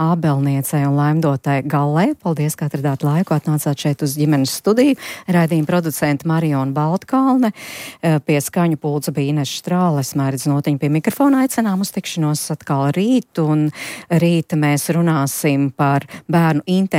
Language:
Latvian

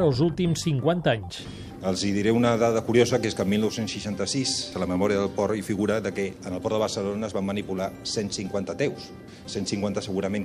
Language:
Catalan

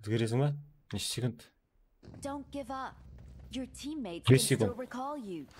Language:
Kara-Kalpak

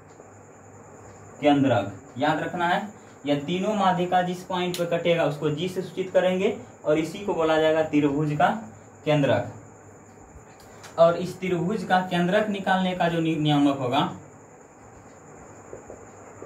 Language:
Hindi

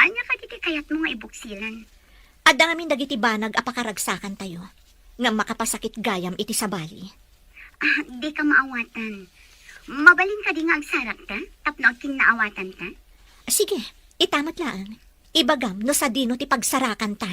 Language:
Iloko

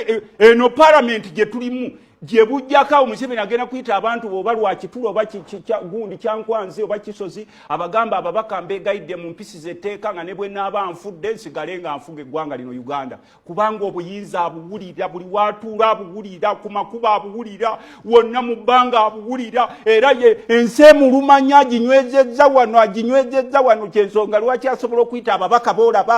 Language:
Ganda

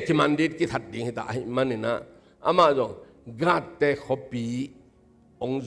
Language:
Tedim Chin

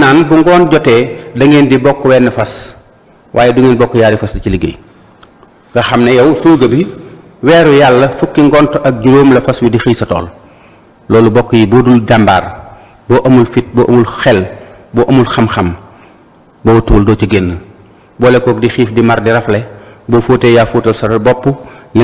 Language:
Wolof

